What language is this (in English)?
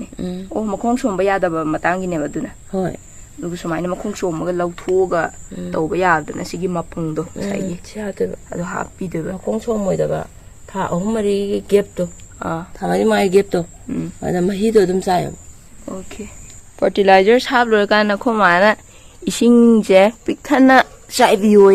Manipuri